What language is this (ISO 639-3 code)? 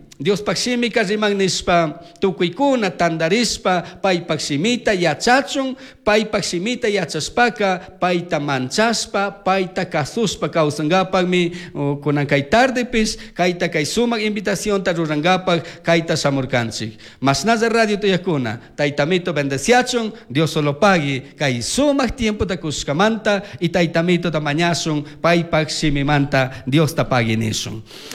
qug